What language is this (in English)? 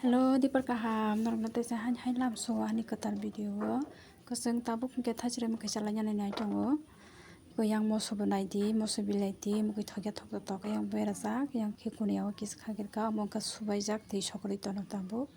Kok Borok